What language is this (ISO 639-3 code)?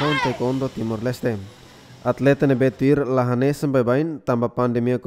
tet